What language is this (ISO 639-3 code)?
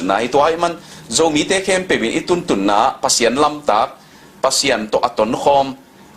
ctd